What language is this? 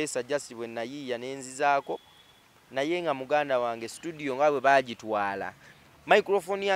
Ganda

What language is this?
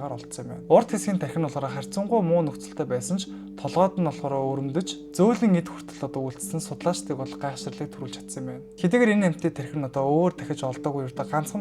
Mongolian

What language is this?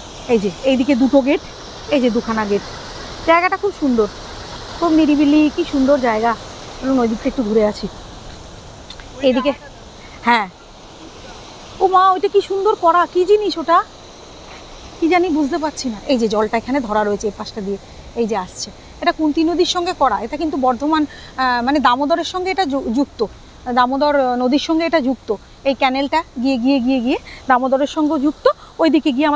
Bangla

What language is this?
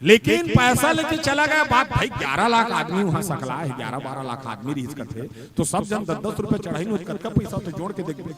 Chhattisgarhi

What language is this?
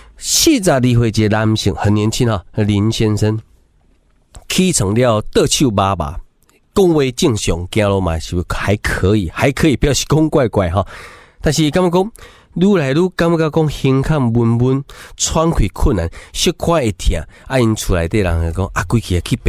Min Nan Chinese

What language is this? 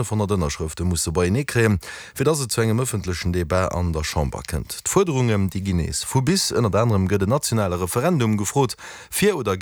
Luxembourgish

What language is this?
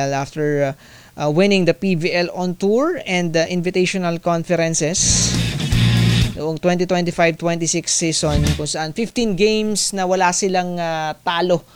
Filipino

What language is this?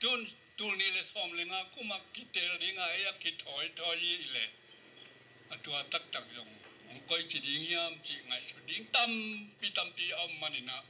Tedim Chin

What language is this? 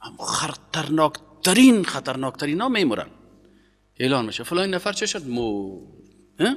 Persian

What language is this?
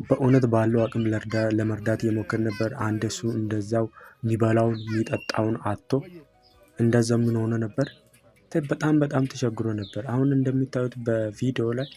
Amharic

